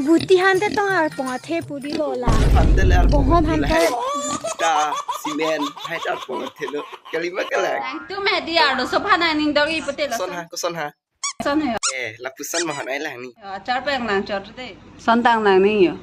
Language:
Karbi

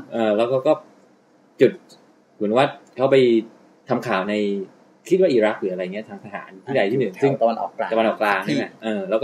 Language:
Thai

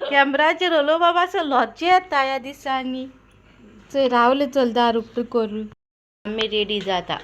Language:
Konkani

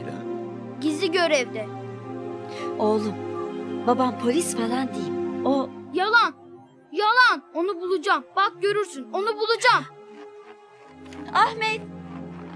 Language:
Turkish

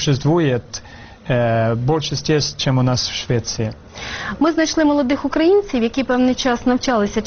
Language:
Ukrainian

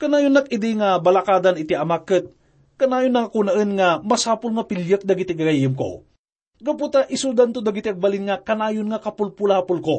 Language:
Iloko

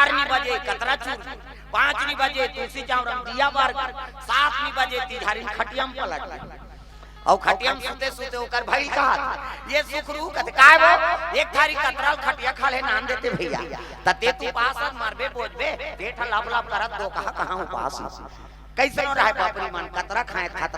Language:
Chhattisgarhi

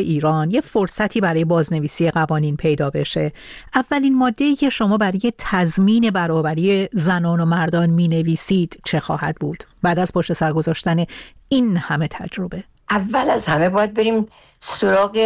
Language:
Persian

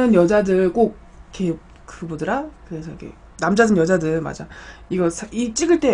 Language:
Korean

